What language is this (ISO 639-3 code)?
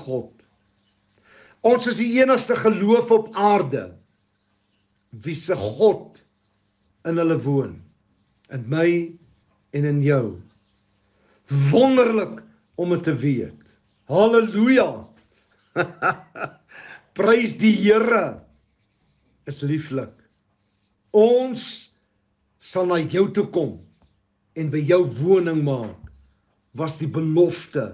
afr